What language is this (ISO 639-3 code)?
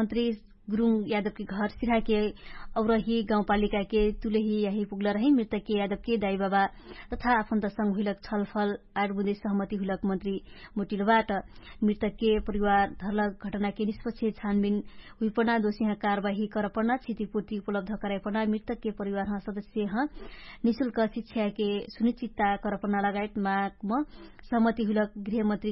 thl